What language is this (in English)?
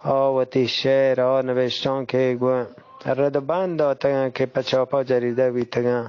Eastern Balochi